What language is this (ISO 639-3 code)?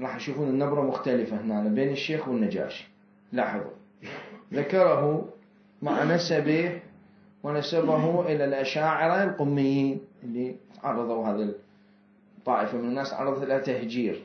acm